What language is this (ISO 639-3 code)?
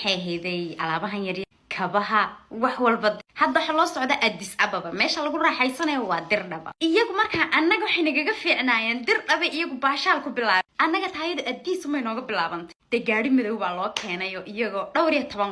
som